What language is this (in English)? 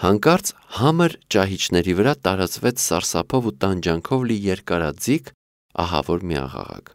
Armenian